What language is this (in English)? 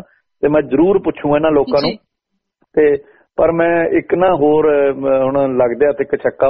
Punjabi